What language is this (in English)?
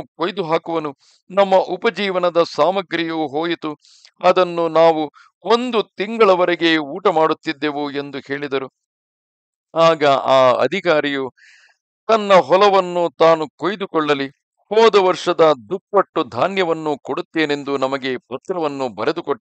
Kannada